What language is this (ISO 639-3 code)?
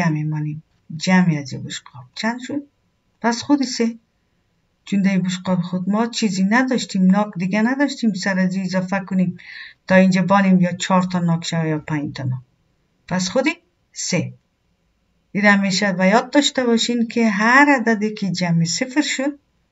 fas